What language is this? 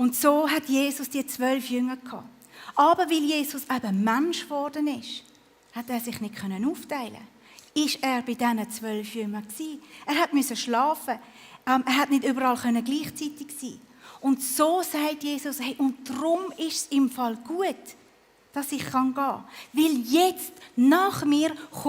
Swiss German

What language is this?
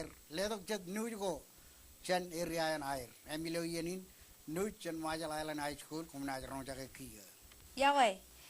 Marshallese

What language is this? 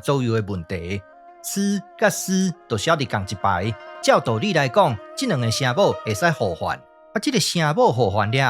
Min Nan Chinese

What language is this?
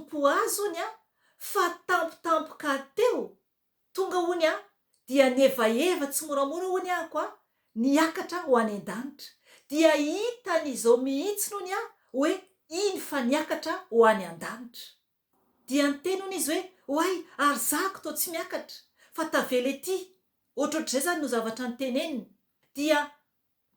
Malagasy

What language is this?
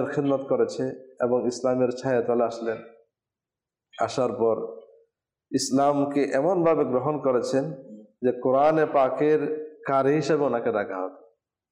Bangla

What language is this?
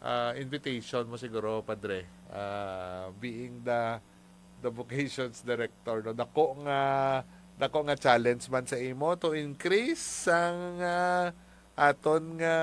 Hiligaynon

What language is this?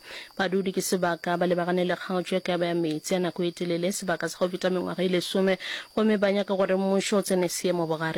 Northern Sotho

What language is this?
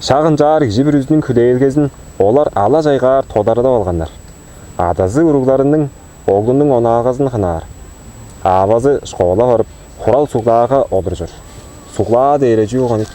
Tuvinian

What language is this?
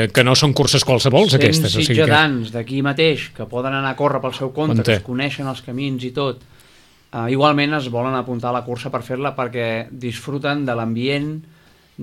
Catalan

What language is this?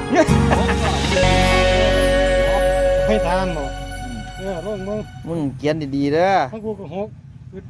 Lao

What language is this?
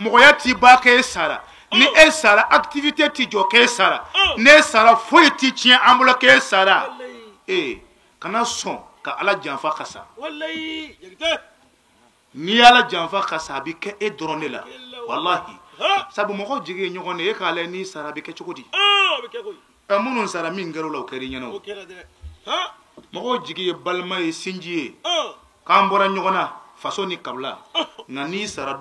Bambara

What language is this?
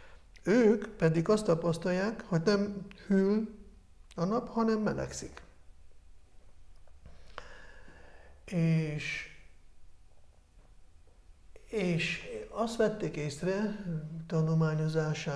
Hungarian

